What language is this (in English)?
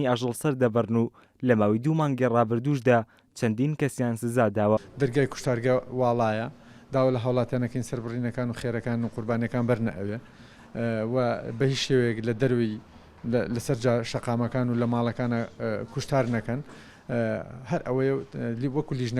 Central Kurdish